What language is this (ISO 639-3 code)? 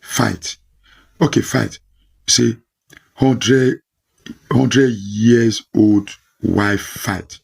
pcm